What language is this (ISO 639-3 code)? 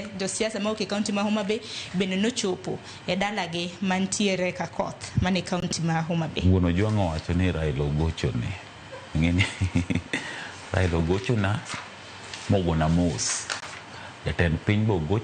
luo